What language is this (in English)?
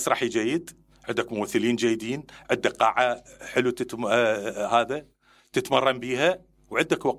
Mesopotamian Arabic